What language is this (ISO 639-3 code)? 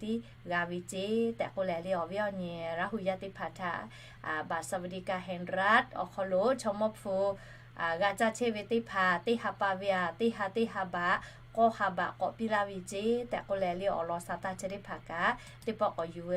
lhu